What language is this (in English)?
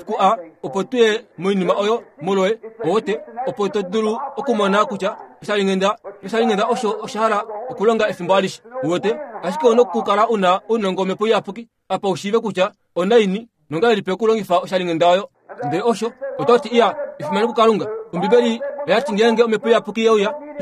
Kuanyama